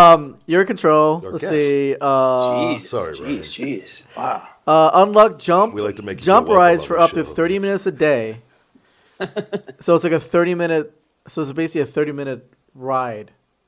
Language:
English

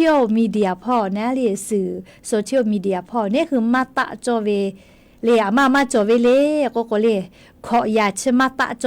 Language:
Lahu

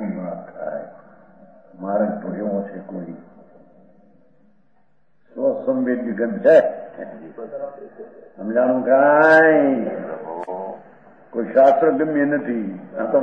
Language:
Gujarati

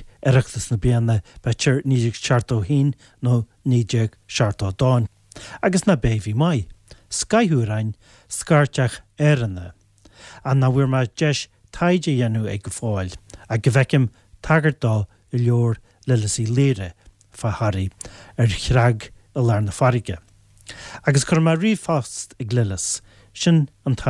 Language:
Irish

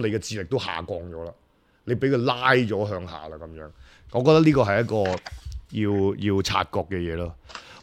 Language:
Cantonese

